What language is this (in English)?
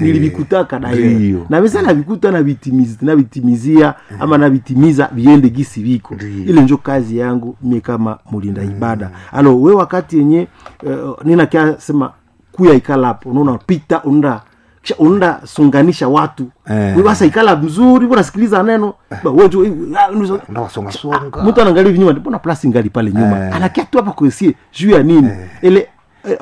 Swahili